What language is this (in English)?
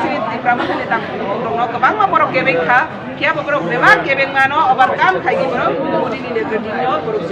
Kok Borok